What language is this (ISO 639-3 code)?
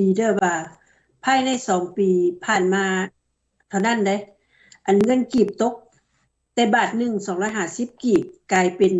lao